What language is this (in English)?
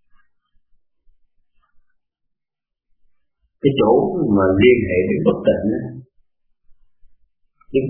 Vietnamese